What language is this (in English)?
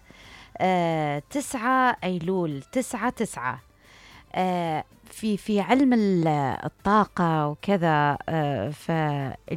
Mesopotamian Arabic